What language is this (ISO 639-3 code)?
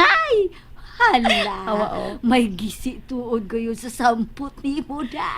ceb